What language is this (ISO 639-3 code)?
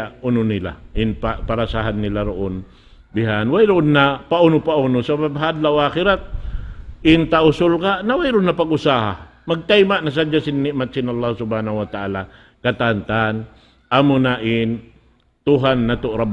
tsg